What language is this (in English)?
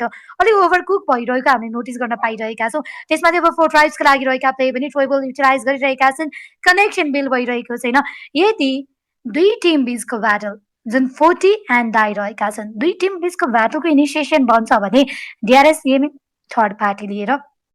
Nepali